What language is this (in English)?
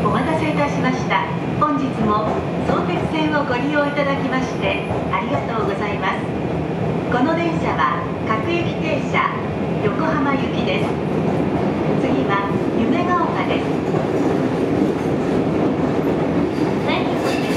Japanese